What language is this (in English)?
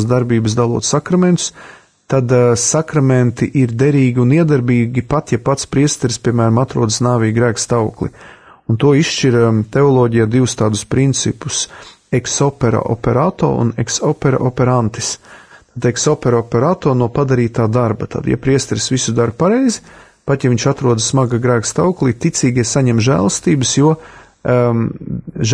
Latvian